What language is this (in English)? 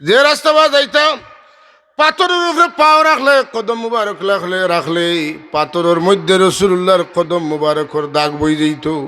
Sylheti